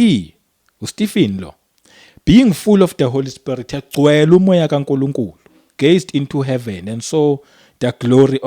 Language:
Zulu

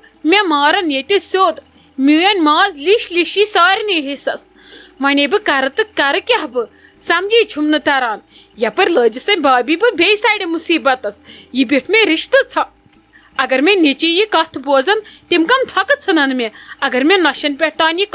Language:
Kashmiri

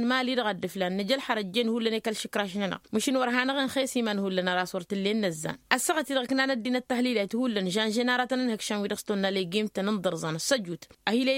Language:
Tamasheq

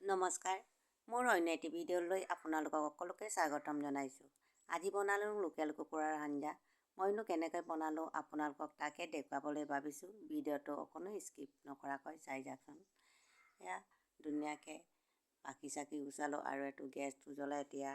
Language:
Assamese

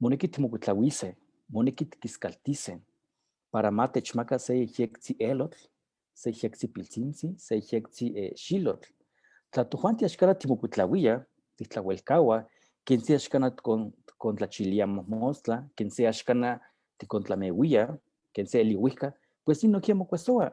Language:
Eastern Huasteca Nahuatl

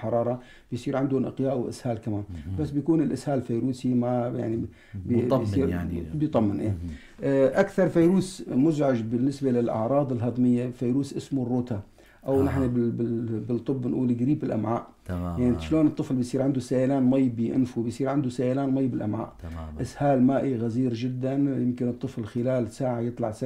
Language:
North Levantine Arabic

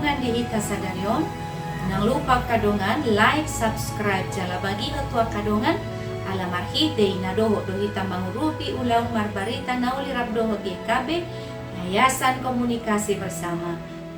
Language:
Batak Toba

